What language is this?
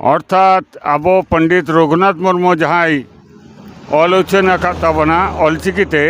Santali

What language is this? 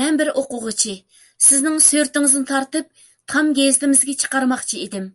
Uyghur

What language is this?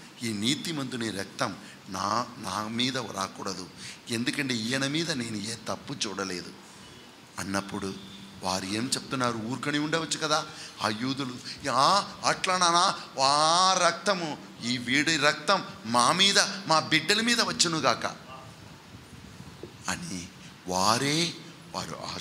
Telugu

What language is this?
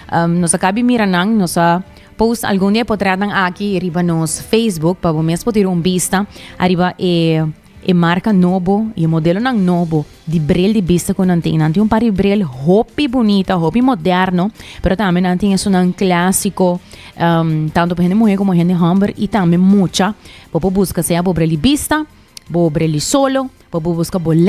Papiamento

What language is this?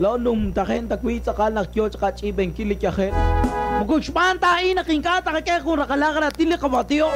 Kekchí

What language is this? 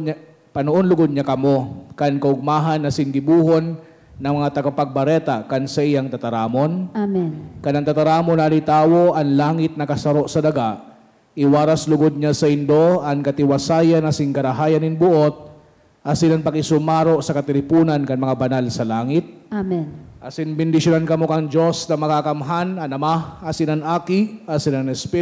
Bikol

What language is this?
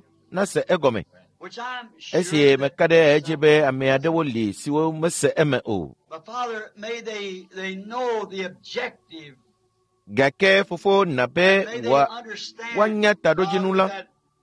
Ewe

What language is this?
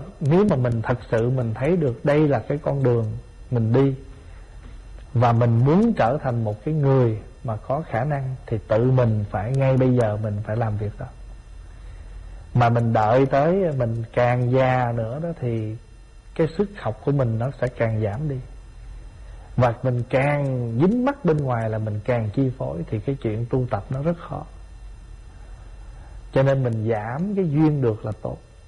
Vietnamese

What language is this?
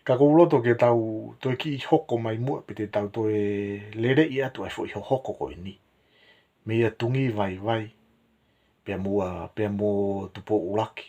Tongan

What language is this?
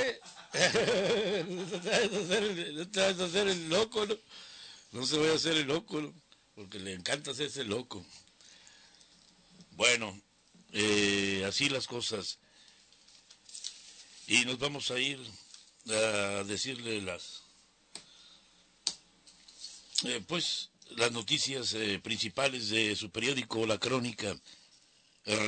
Spanish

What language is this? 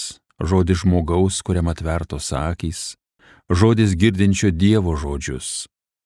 Lithuanian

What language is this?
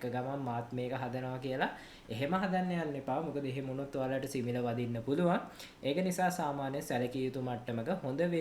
Sinhala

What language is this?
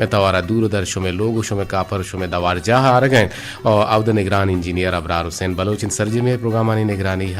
Eastern Balochi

